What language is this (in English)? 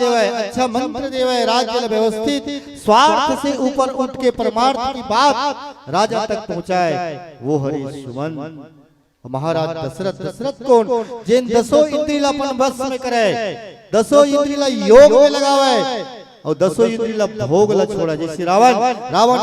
Chhattisgarhi